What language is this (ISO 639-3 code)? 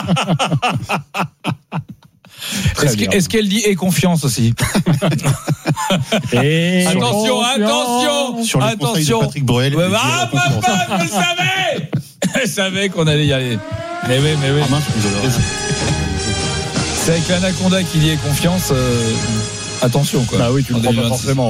fra